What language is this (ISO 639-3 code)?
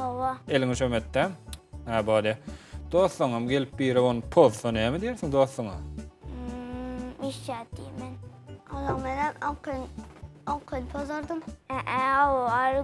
tuk